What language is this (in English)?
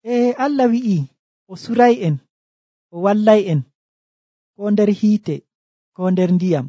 Nigerian Fulfulde